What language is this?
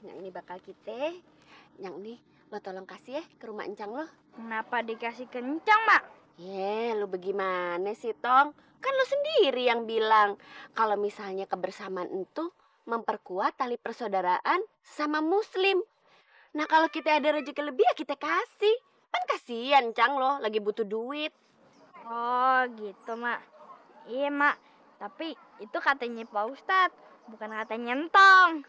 Betawi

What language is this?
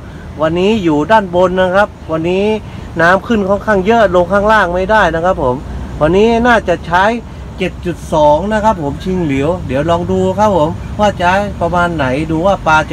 Thai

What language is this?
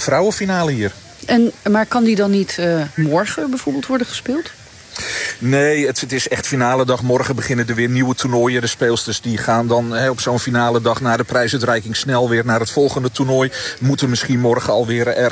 Dutch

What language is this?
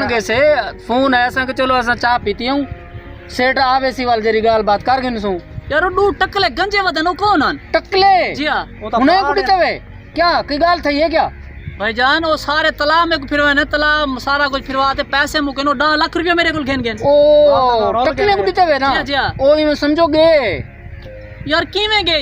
Saraiki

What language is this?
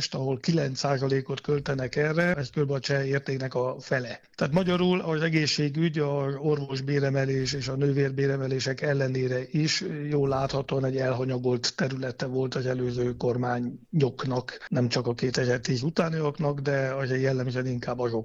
Hungarian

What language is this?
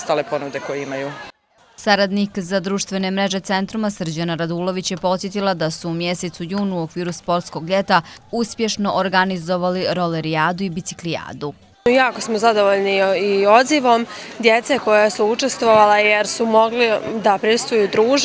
Bosnian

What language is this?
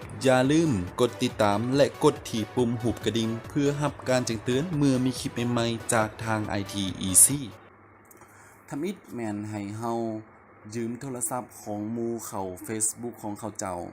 Lao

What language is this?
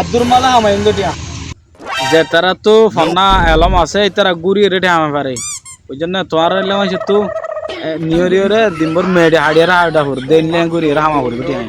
Rohingya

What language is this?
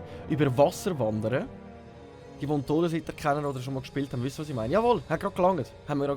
Swiss German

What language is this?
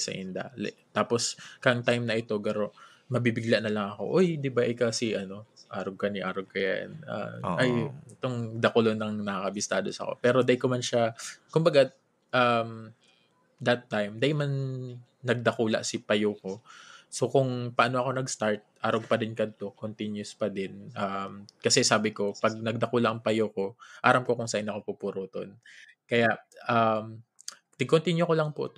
Bikol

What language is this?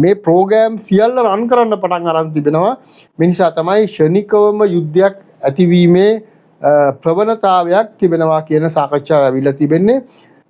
Sinhala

